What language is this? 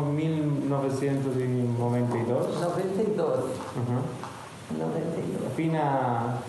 Ladino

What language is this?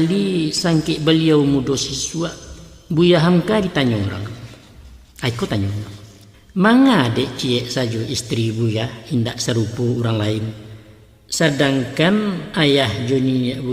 Minangkabau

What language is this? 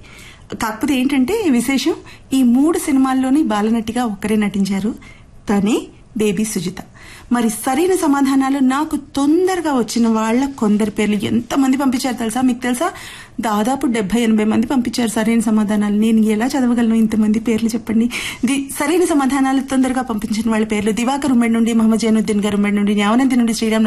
Telugu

